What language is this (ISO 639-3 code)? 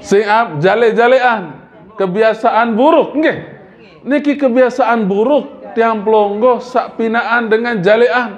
sas